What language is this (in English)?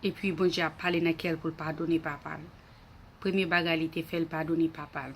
Haitian Creole